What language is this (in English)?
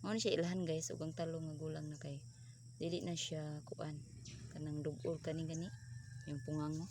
Cebuano